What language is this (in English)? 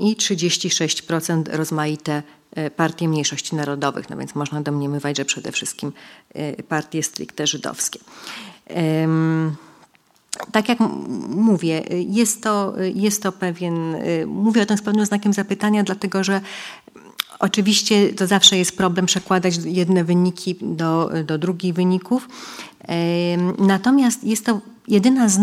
Polish